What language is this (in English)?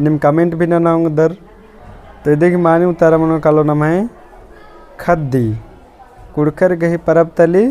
Kurukh